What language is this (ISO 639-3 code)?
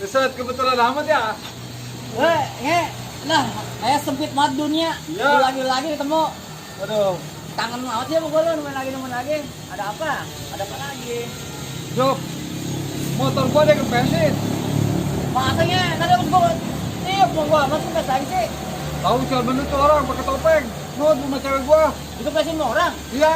bew